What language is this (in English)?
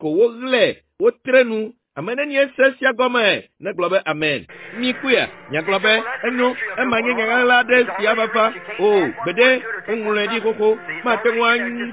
Ewe